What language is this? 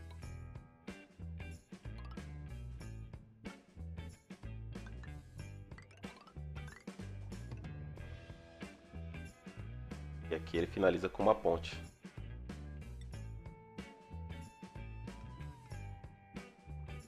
Portuguese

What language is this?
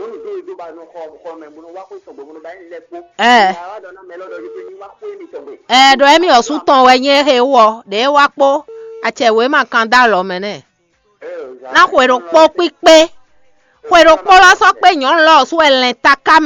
Fon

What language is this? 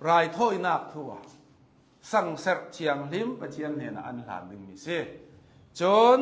Hakha Chin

